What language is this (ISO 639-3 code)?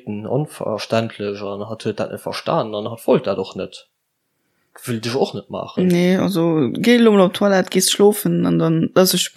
ltz